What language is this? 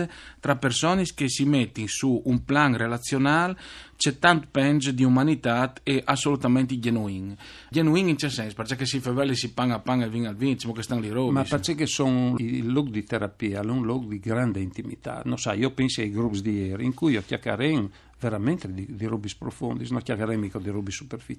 Friulian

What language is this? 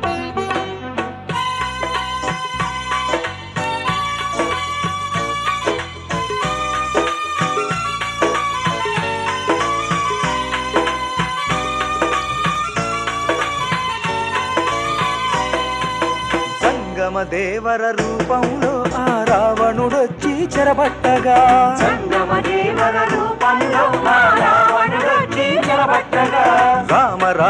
Telugu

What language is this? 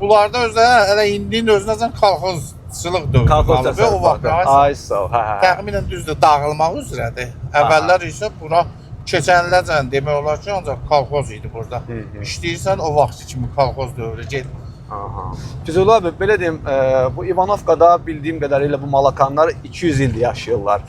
Azerbaijani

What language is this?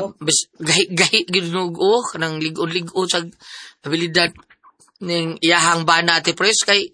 Cebuano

